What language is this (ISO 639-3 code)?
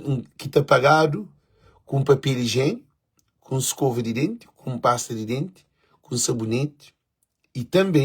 kea